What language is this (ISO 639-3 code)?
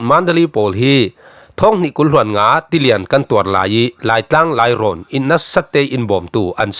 cfm